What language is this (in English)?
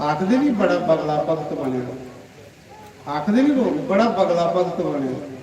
Dogri